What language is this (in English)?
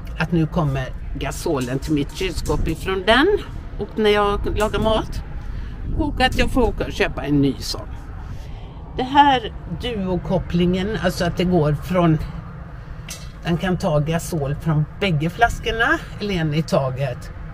Swedish